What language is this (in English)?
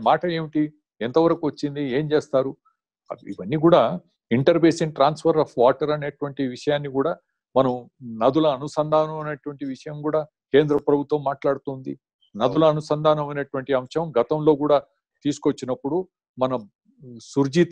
Telugu